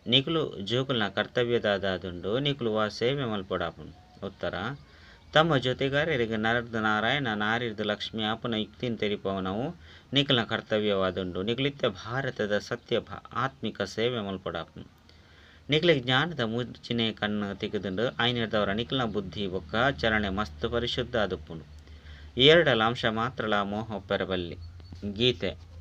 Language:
Tulu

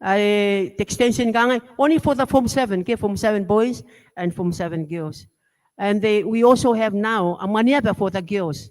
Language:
Gilbertese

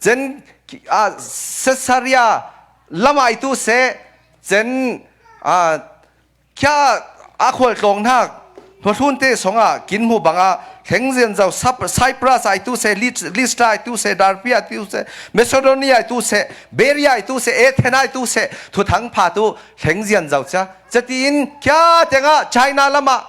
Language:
Falam Chin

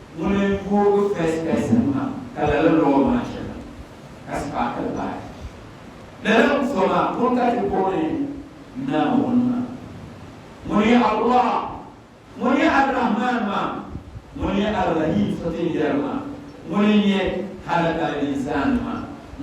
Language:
Dagbani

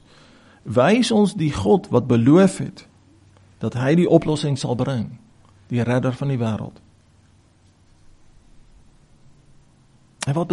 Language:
Afrikaans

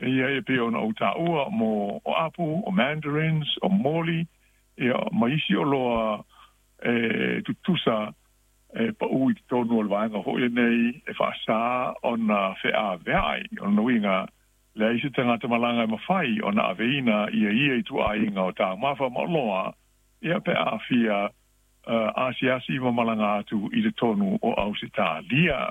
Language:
Samoan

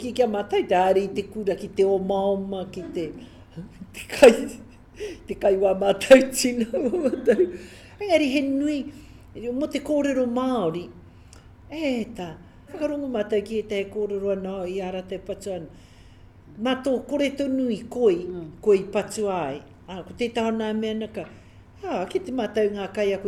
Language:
Māori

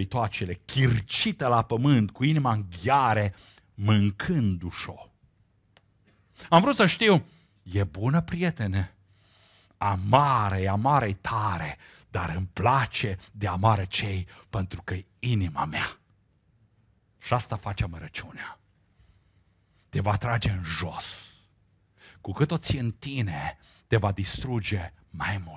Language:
Romanian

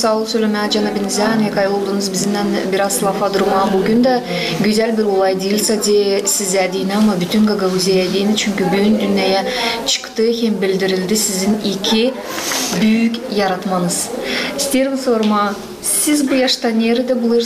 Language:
Gagauz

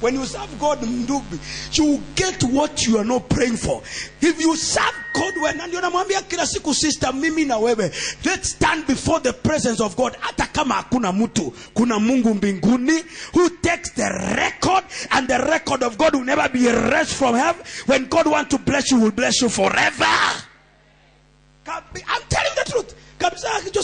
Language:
Swahili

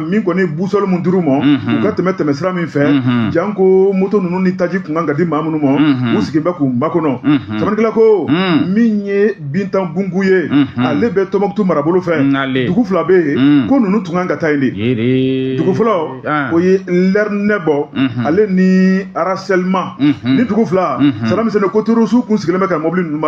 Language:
Bambara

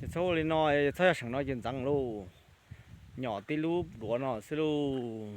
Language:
Hmong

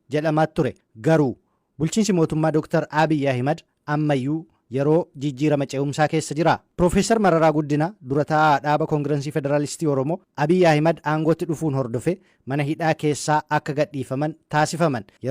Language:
Oromo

